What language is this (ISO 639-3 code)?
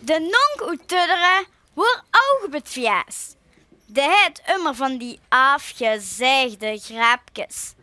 lim